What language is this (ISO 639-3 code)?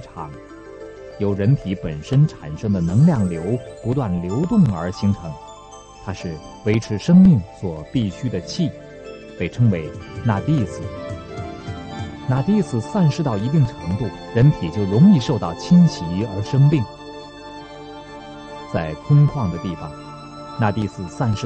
zho